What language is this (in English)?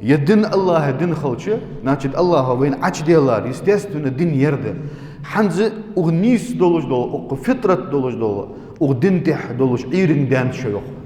Ingush